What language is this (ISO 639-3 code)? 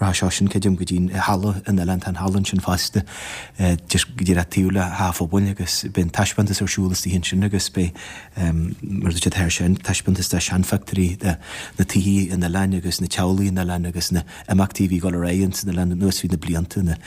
gle